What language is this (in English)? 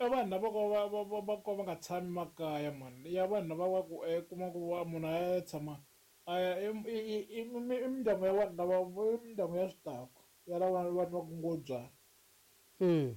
Tsonga